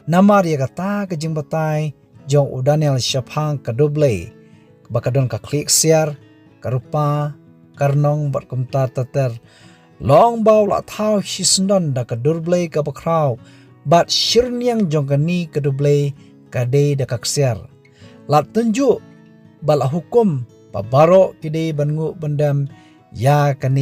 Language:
Khasi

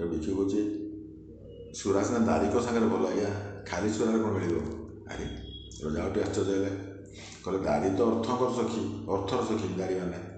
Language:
Odia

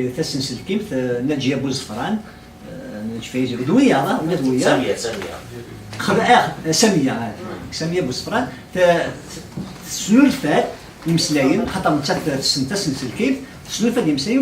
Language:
Kabyle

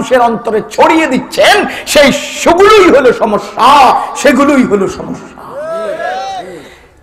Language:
Bangla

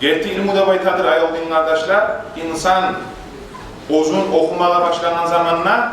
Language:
Kumyk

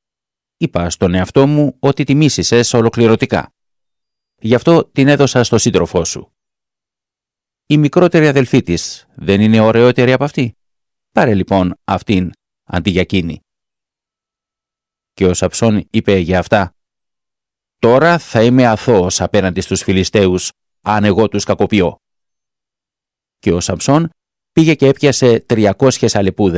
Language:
Greek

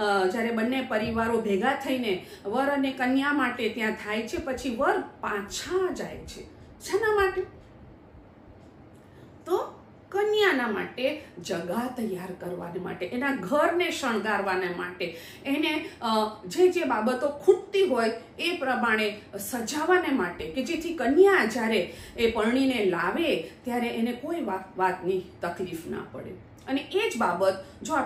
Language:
Gujarati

